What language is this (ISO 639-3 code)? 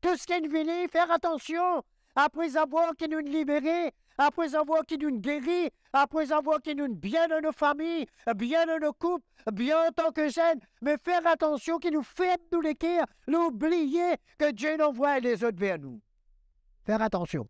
mfe